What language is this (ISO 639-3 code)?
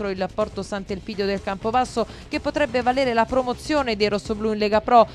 ita